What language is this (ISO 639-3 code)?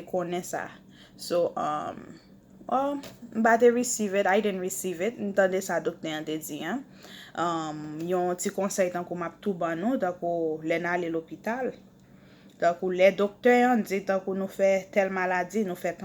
hat